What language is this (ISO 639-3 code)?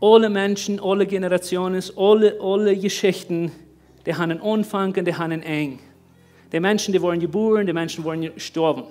pdt